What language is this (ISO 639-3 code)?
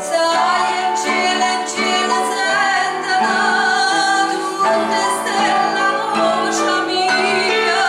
nap